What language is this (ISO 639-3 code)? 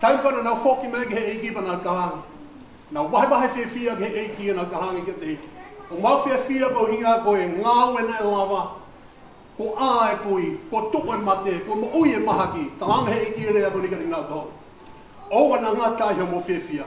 ton